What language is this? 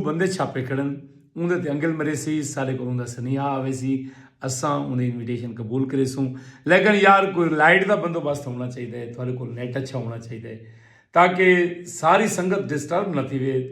Saraiki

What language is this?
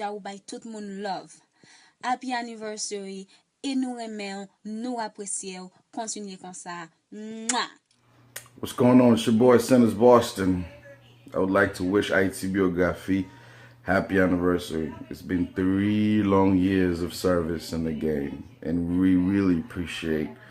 Haitian Creole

